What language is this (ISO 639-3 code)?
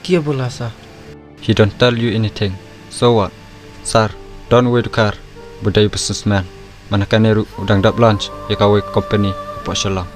kha